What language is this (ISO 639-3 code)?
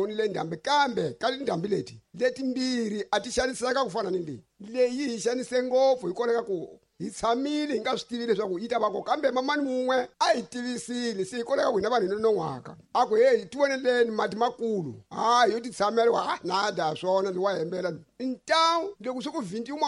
tso